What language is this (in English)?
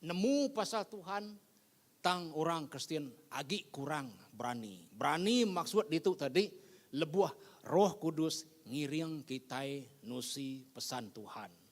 Iban